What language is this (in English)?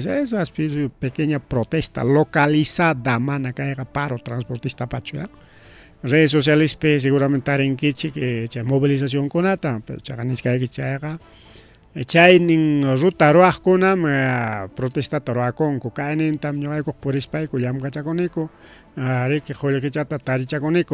Ayacucho Quechua